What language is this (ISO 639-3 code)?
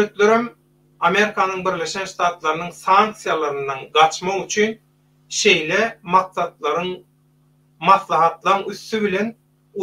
tuk